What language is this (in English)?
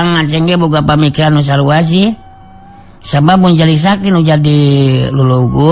Sundanese